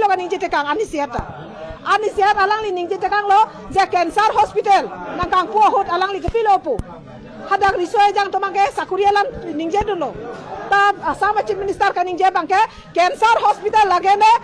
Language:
Karbi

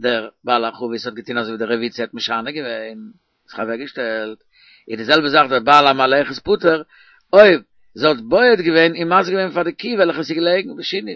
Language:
Yiddish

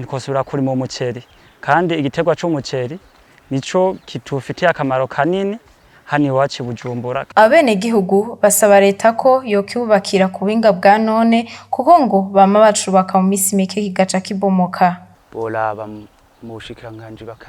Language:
Rundi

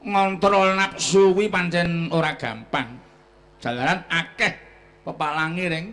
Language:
Javanese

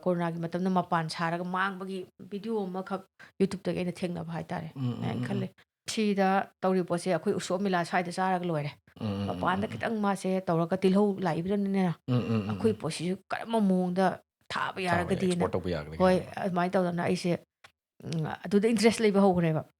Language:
Manipuri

